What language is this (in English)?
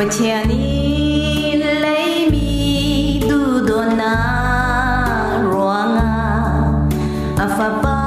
Falam Chin